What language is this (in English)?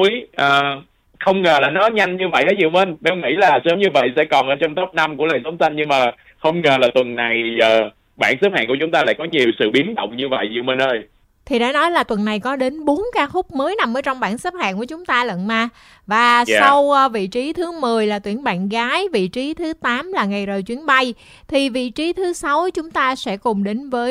Vietnamese